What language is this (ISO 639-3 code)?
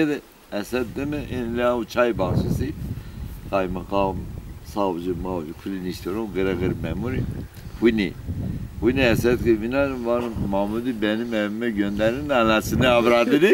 zza